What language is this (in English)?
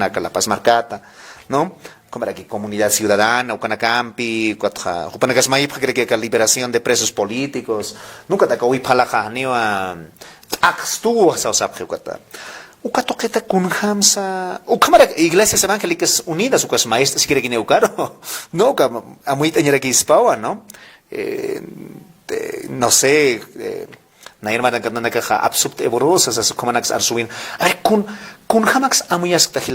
Aymara